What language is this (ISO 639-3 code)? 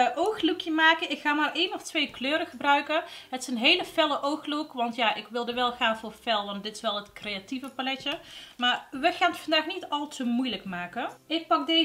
nld